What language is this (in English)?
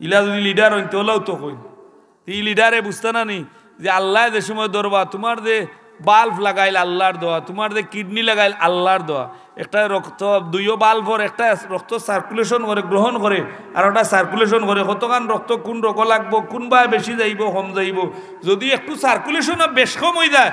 Sylheti